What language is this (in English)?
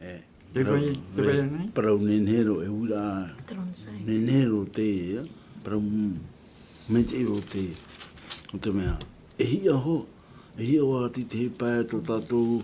Tahitian